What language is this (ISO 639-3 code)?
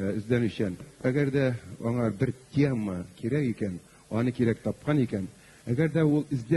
tat